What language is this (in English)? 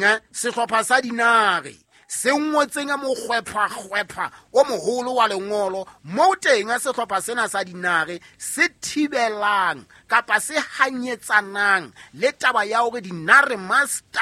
Southern Sotho